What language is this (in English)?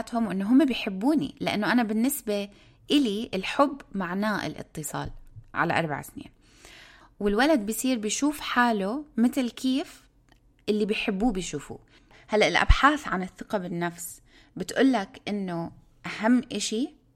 North Levantine Arabic